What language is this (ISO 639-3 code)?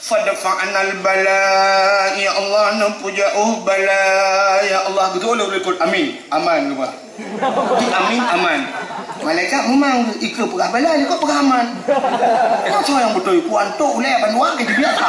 ace